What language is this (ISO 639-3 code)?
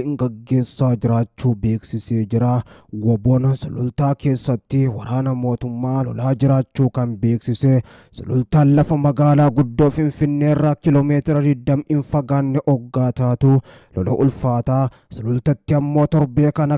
orm